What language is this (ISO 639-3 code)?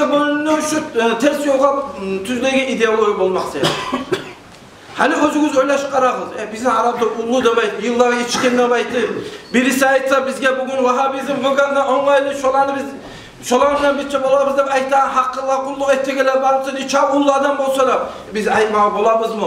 kum